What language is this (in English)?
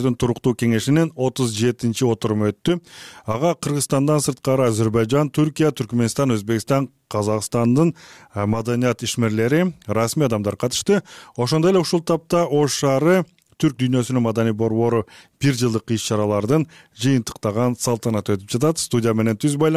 Kyrgyz